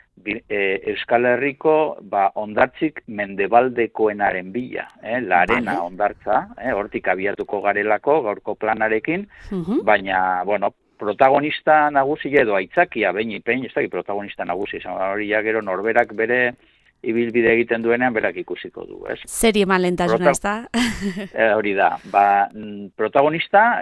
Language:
Basque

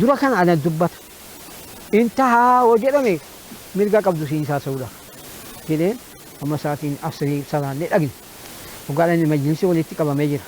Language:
Oromo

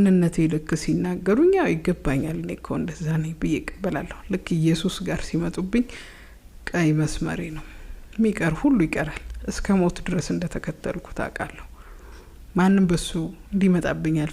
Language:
Amharic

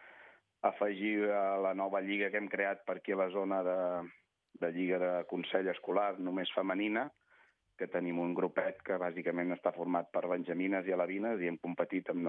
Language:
Catalan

